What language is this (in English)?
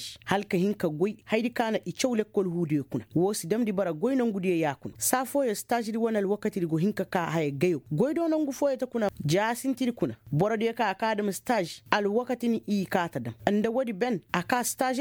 Koyraboro Senni